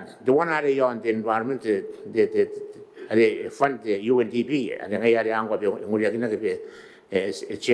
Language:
Gilbertese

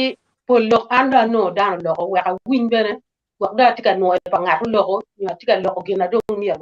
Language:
Acoli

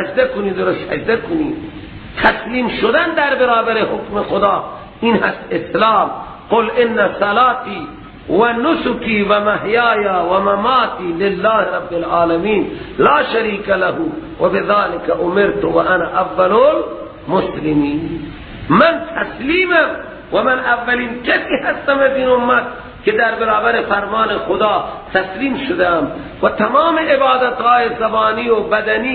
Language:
Persian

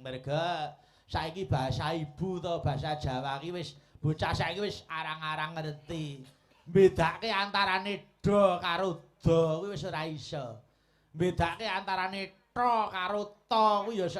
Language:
Javanese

